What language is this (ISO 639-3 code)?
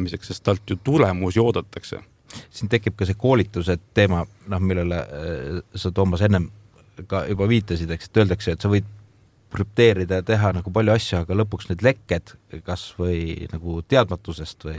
est